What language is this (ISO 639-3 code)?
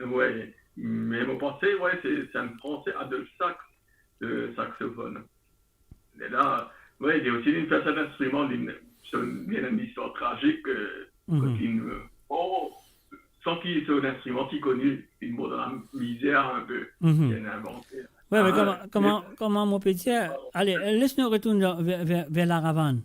mfe